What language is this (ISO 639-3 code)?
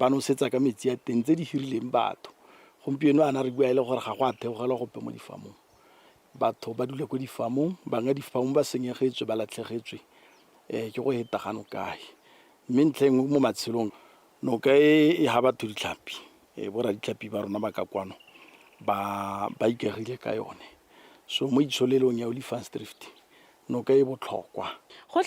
tsn